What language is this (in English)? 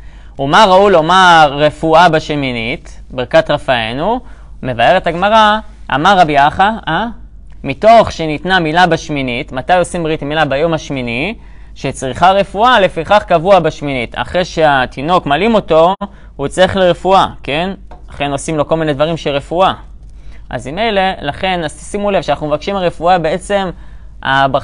Hebrew